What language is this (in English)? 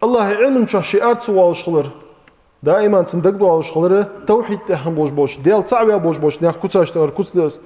Ingush